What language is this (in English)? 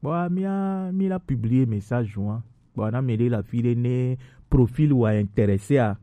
Gen